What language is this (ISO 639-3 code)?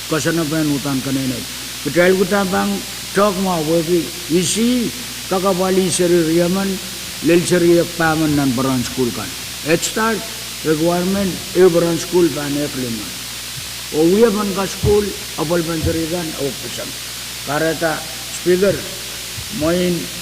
pon